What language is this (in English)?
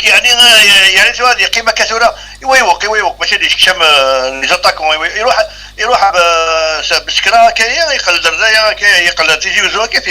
Algerian Arabic